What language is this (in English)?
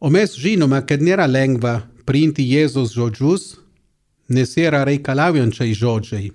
Lithuanian